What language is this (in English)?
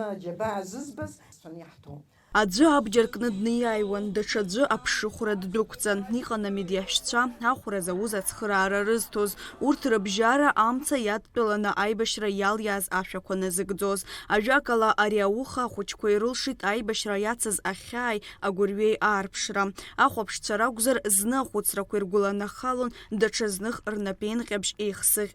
Abkhazian